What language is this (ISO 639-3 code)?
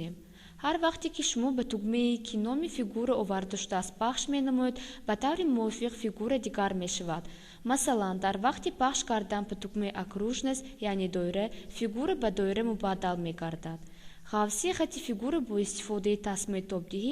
tgk